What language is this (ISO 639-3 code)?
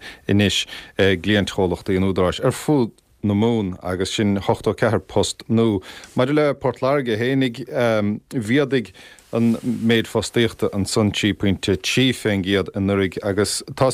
gle